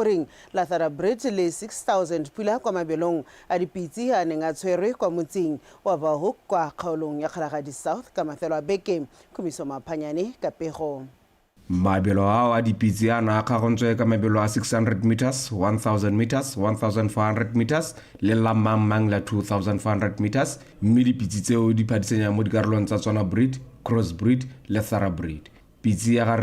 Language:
Tswana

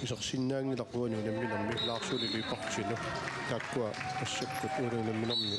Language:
Kalaallisut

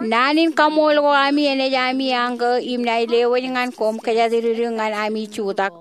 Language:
Marshallese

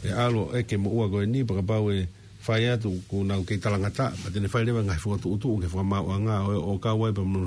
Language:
Tongan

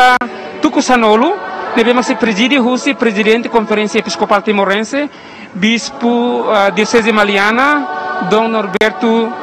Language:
Tetum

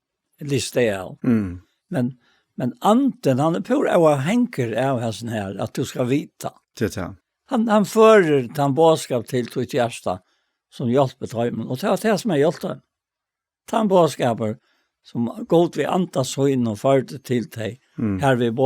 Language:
Faroese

